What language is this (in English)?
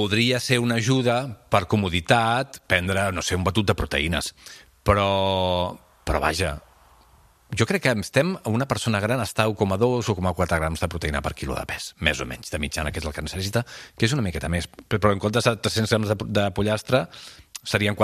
Catalan